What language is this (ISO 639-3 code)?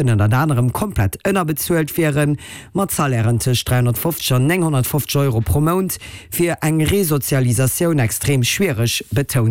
ltz